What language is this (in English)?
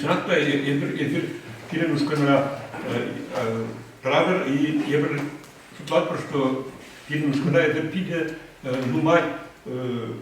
Chuvash